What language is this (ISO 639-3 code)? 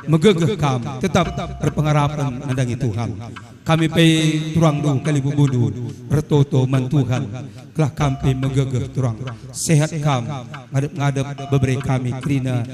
btx